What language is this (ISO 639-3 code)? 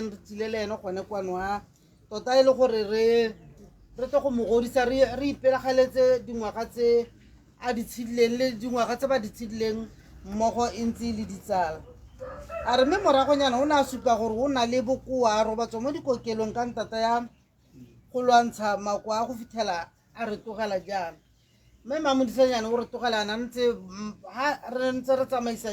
tsn